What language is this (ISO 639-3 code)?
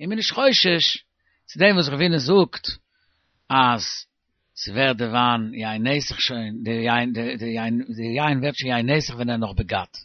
yid